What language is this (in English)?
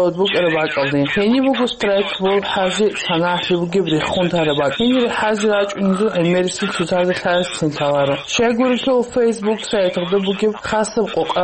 Avaric